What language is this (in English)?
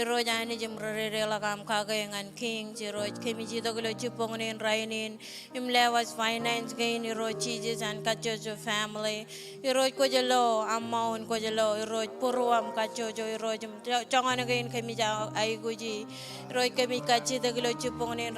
Marshallese